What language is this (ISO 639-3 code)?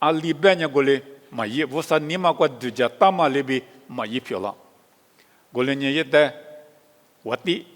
lis